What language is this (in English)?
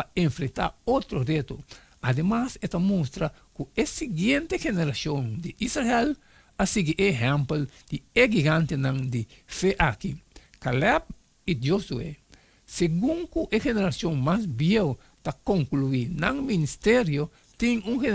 Papiamento